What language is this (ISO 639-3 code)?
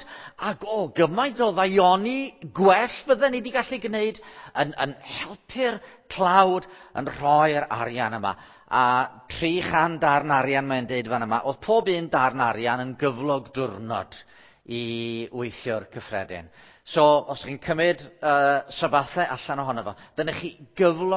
cym